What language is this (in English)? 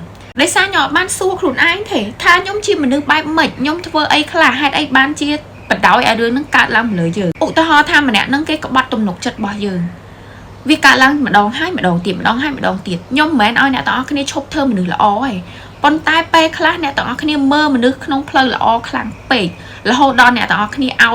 Khmer